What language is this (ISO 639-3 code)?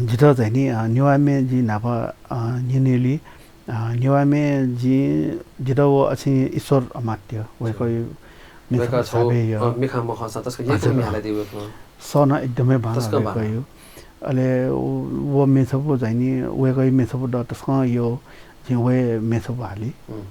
new